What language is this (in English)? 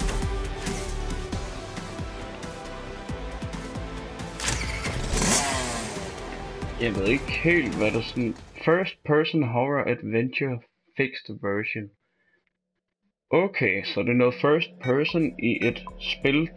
Danish